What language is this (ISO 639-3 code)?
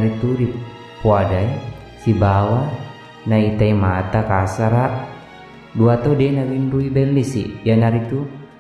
bug